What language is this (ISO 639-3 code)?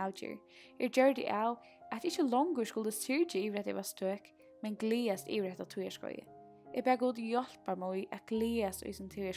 fao